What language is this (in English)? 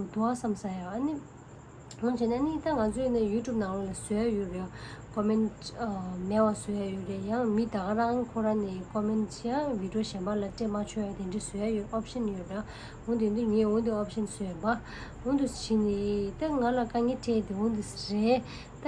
Tibetan